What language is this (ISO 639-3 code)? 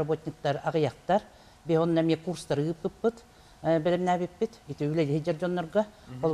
sah